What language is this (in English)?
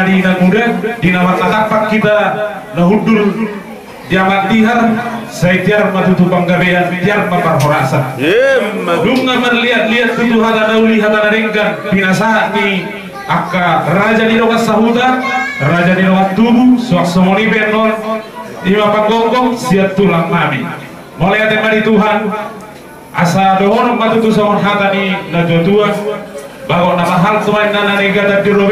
Batak Toba